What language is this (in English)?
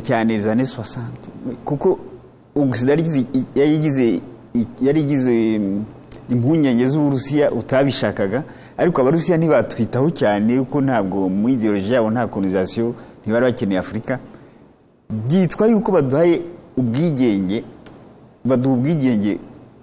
Kinyarwanda